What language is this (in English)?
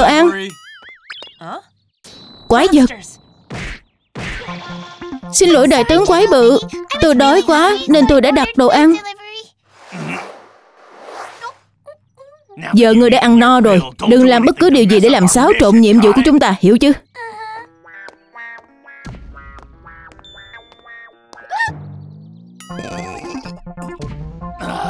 Vietnamese